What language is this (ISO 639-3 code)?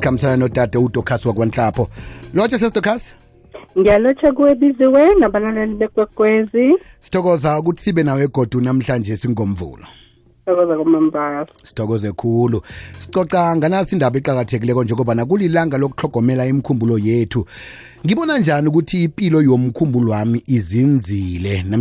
nbl